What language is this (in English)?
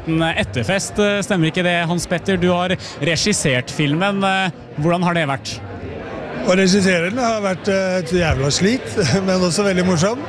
Norwegian